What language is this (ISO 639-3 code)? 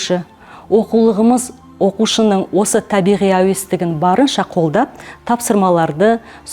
kaz